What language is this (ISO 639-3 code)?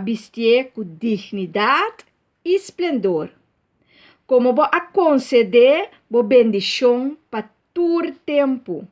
pap